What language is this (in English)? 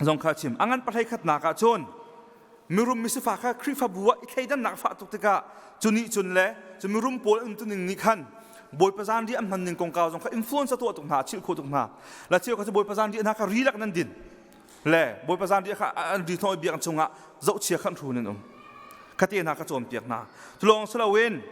Hakha Chin